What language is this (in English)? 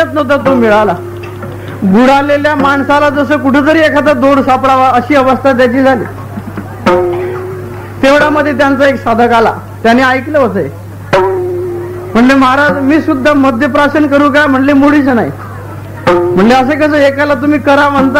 Marathi